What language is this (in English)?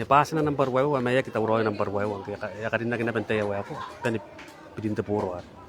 Gilbertese